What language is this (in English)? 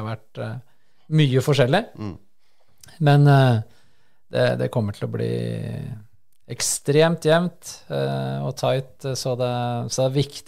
Norwegian